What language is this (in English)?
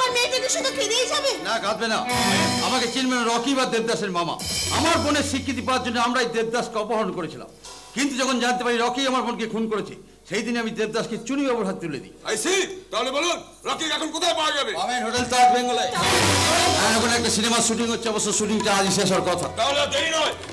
Bangla